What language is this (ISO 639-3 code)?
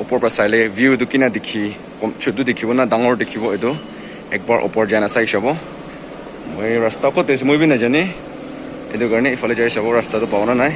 nag